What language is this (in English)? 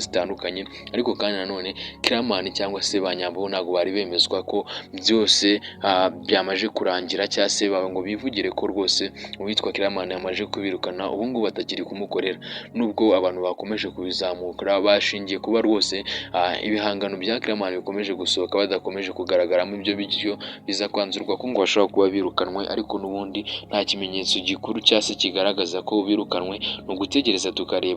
Kinyarwanda